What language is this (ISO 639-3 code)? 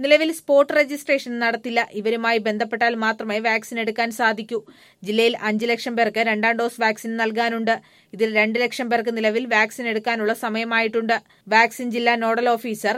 mal